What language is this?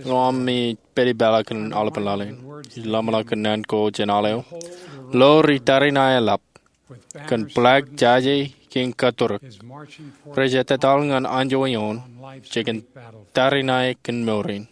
Marshallese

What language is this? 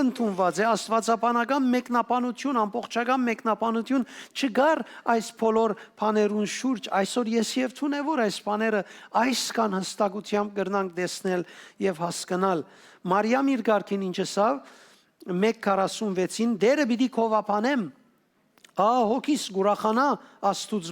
Western Armenian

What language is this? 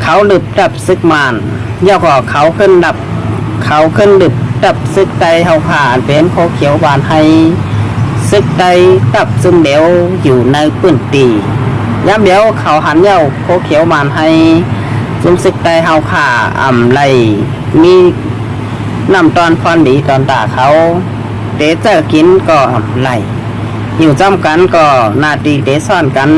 Shan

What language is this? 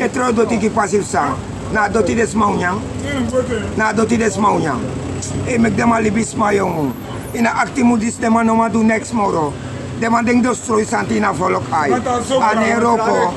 Sranan Tongo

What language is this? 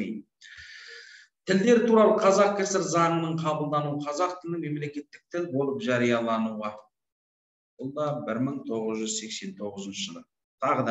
Kazakh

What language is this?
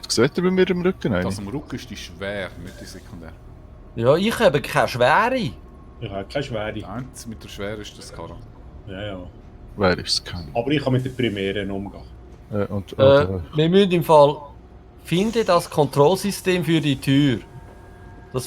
Swiss German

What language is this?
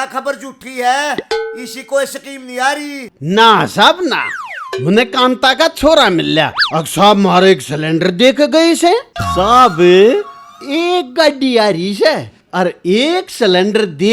Haryanvi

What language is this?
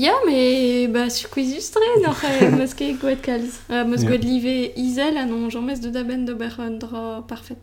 Breton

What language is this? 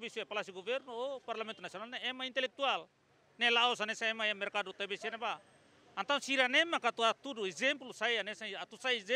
Tetum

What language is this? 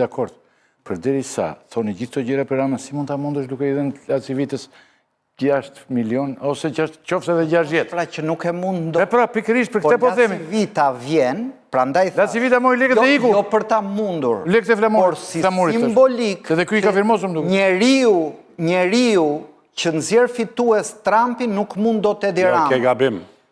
Albanian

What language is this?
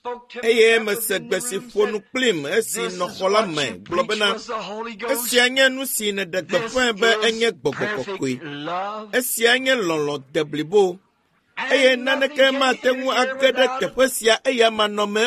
Ewe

